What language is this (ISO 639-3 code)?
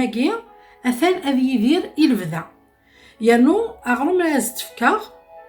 kab